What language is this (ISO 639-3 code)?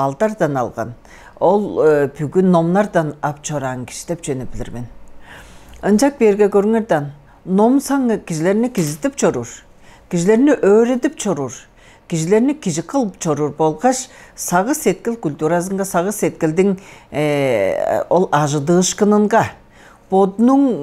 tyv